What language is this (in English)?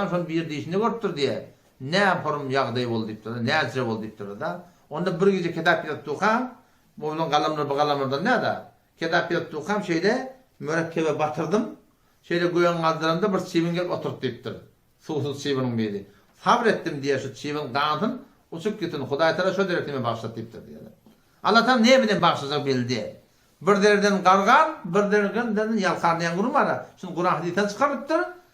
Turkmen